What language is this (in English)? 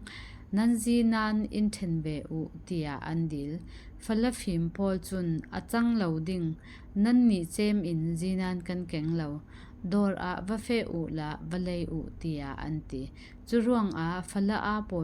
Falam Chin